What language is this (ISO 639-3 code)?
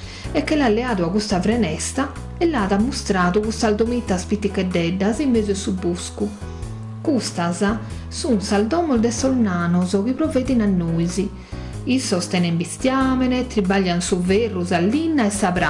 srd